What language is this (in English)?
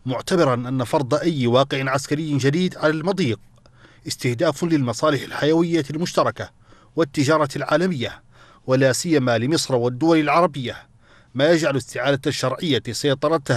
Arabic